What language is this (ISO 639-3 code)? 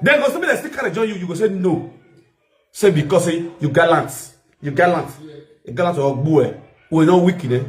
pcm